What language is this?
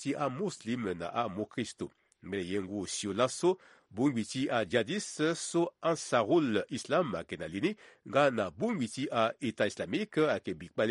Sango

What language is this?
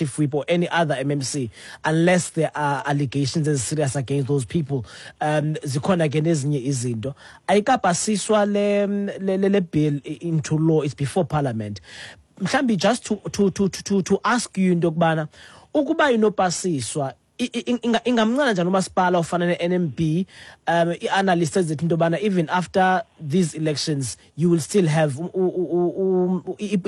Xhosa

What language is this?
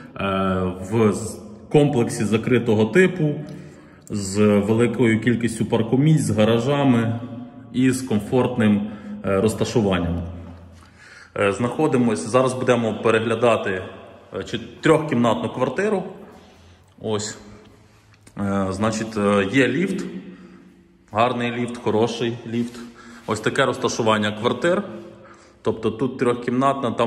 Ukrainian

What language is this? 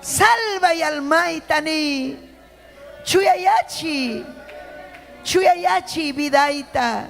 Ayacucho Quechua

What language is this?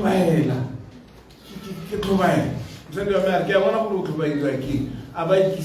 Tswana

